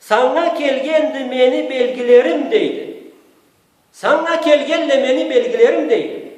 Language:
Karachay-Balkar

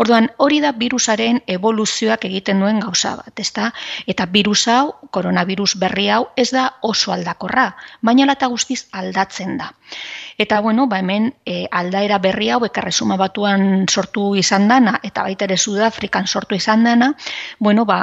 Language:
Basque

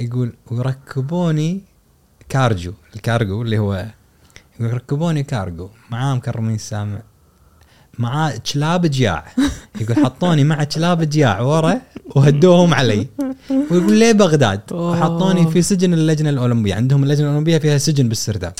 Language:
Gulf Arabic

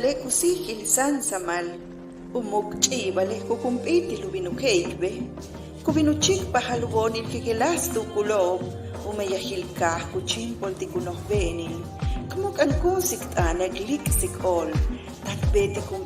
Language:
Yucateco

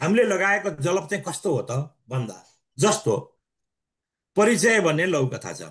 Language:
Nepali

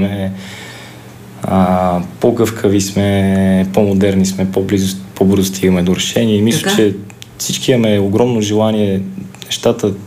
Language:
Bulgarian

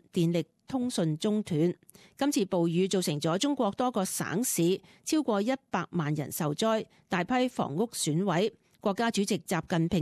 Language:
Cantonese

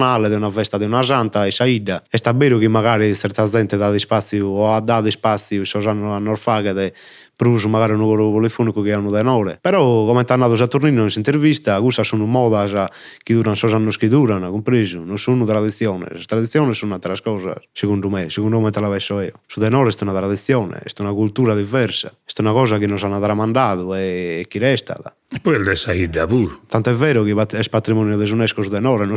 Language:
Sardinian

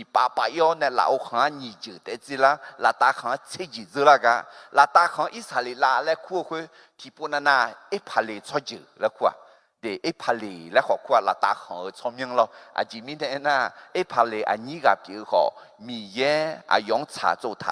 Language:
Akha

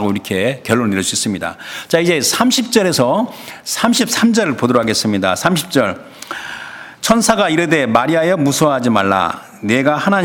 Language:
Korean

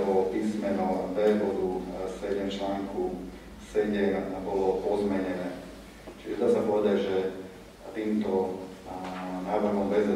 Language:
Slovak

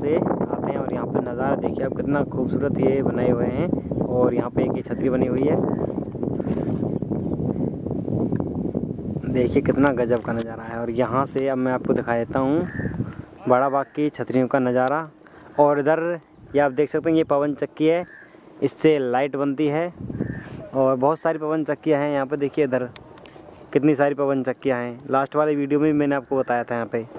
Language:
Hindi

